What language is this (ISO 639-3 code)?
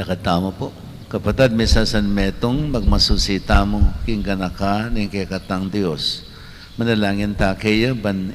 pam